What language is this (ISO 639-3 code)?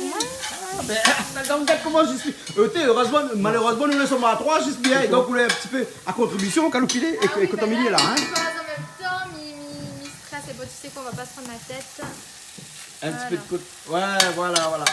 rcf